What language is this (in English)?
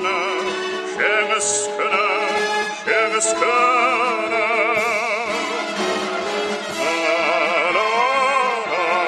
Kazakh